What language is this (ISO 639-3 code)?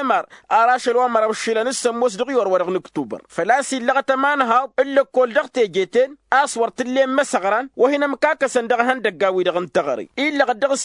taq